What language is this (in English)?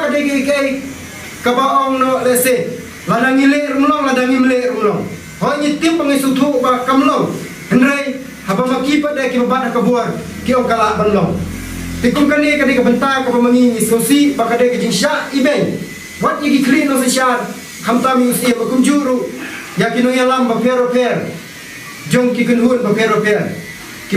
Khasi